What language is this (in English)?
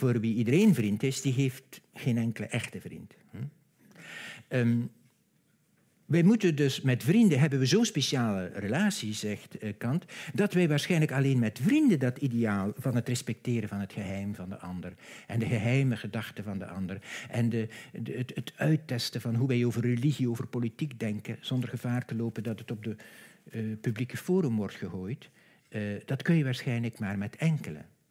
Dutch